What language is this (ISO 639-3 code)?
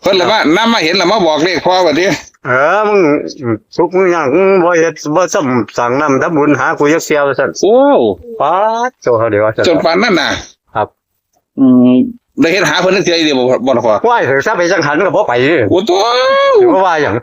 tts